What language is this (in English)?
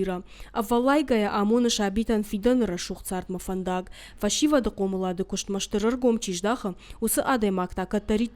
Ossetic